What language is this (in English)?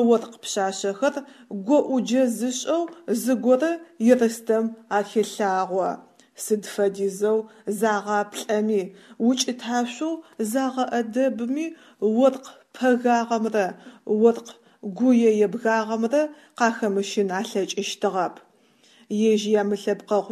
Adyghe